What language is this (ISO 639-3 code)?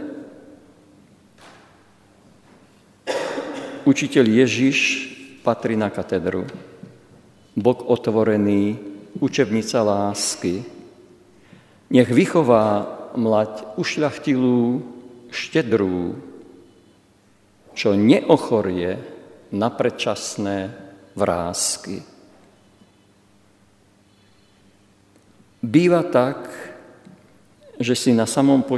slk